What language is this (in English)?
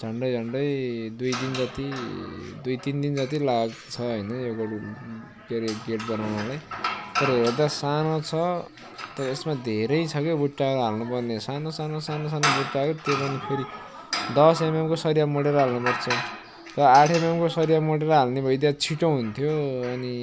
Nepali